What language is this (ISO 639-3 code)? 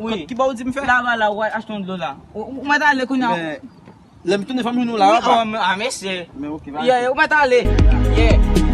hat